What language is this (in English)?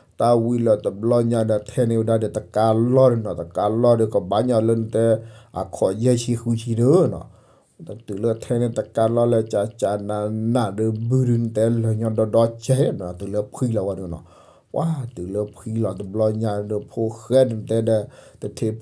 S'gaw Karen